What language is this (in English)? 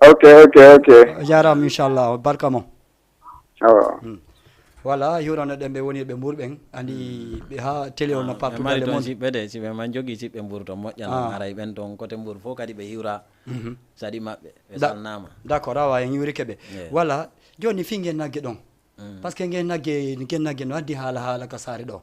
Fula